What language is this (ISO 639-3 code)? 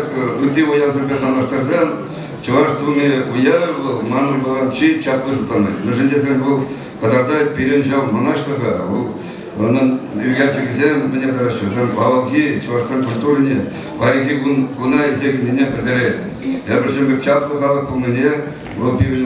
chv